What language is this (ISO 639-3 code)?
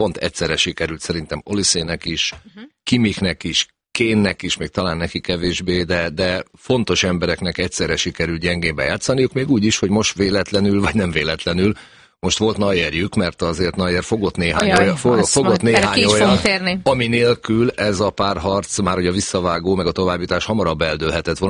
hun